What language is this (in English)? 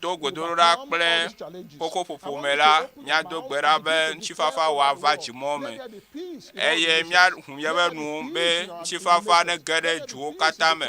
Ewe